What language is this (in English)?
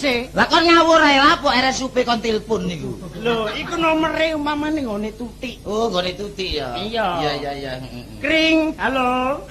Javanese